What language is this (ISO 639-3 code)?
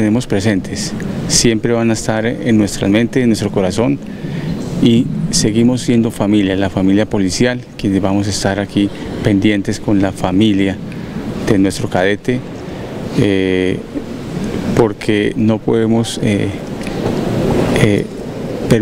spa